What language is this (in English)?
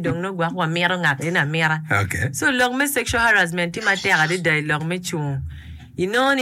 Acoli